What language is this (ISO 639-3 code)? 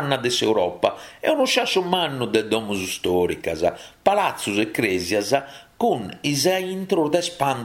srd